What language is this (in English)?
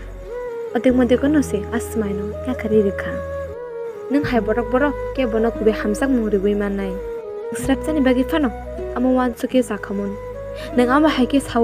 Kok Borok